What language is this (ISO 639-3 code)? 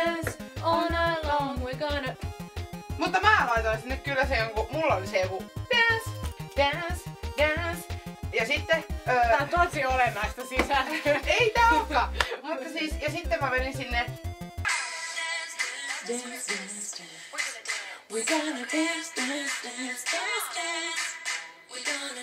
fin